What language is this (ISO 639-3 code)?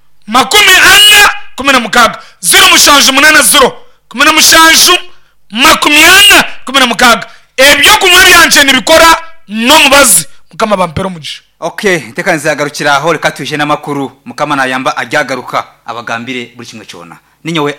nyn